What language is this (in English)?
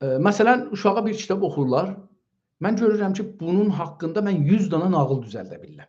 South Azerbaijani